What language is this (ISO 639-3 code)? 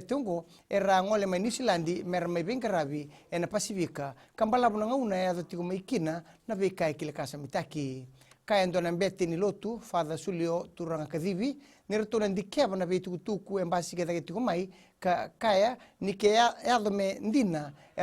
fij